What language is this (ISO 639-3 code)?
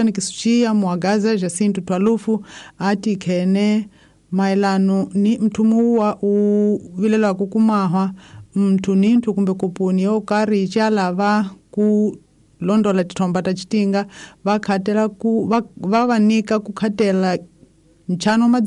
tso